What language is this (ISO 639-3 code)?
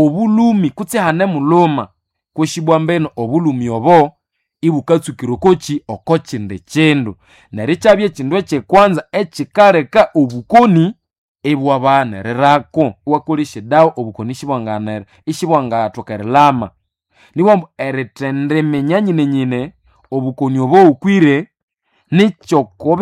nnb